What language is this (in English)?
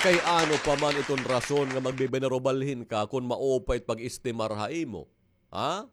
Waray